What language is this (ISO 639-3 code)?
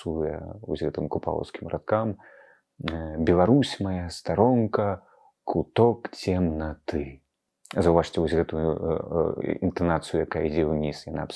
bel